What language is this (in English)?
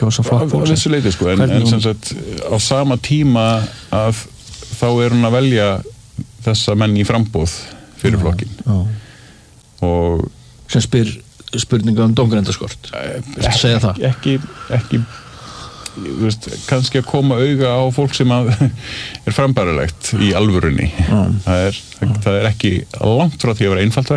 Icelandic